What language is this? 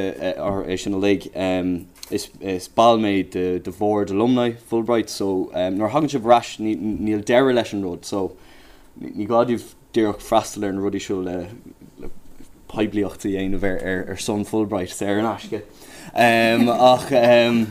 Irish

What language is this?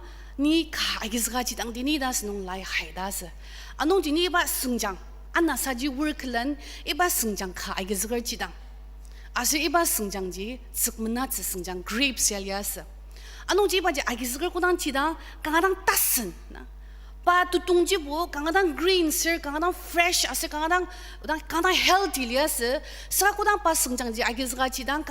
Ao Naga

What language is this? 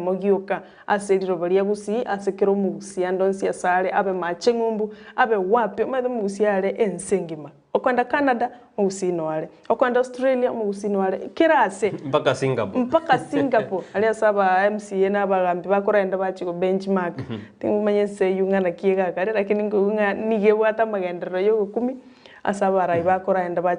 Gusii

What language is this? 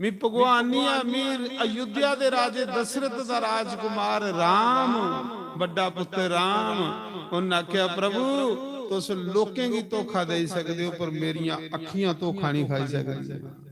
Dogri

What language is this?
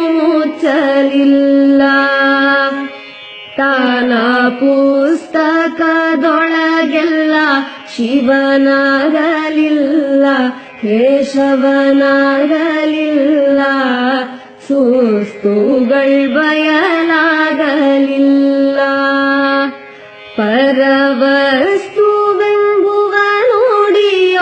Kannada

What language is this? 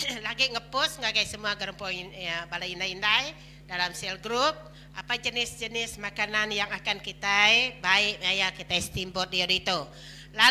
Iban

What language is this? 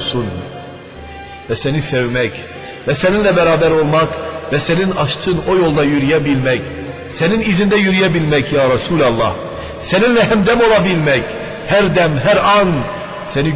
Turkish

